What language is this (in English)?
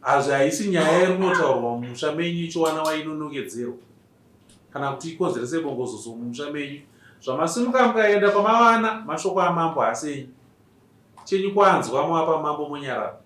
Shona